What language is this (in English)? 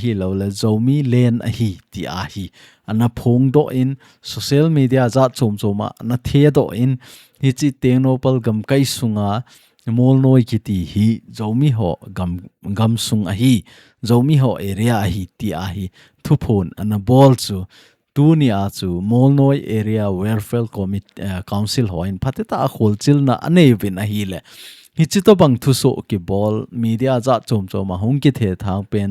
Thado Chin